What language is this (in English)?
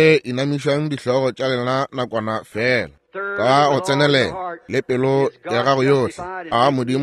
Northern Sotho